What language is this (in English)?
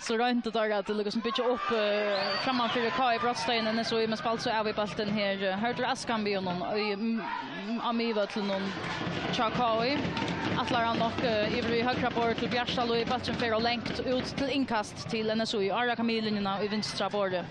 Faroese